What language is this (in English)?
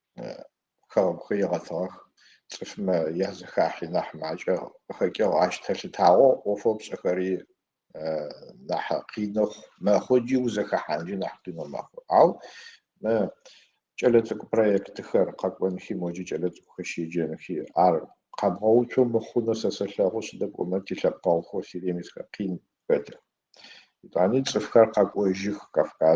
Adyghe